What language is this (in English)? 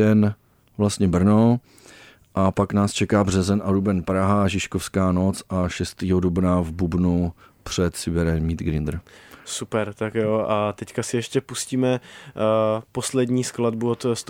Czech